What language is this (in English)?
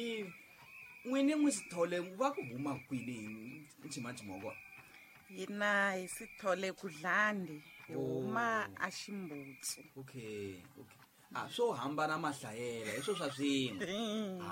Tsonga